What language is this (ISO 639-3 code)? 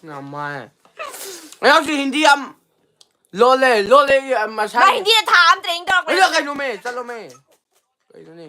mni